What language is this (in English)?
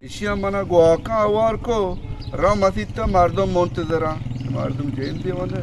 Baluchi